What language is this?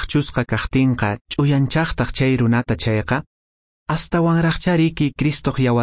Quechua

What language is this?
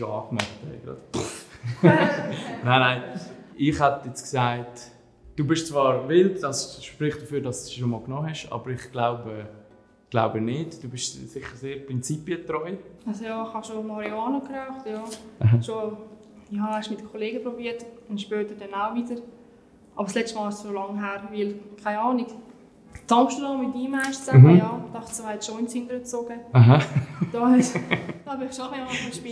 Swiss German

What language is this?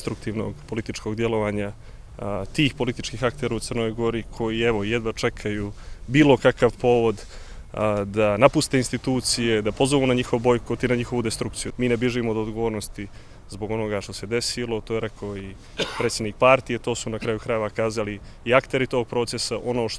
Croatian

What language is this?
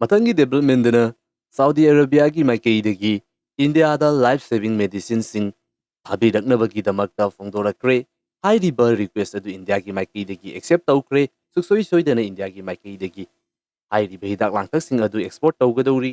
Manipuri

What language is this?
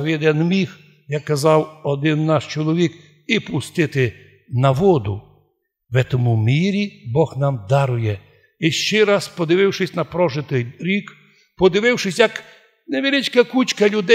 Rusyn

